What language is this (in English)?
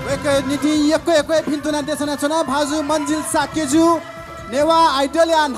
Newari